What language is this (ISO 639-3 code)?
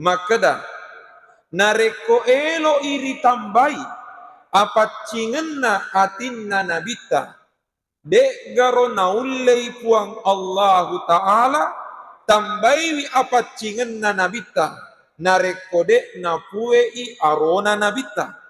bug